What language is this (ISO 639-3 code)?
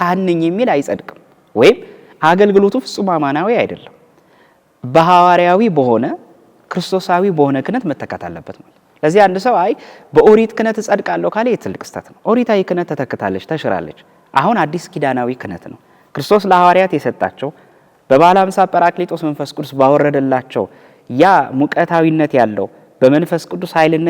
amh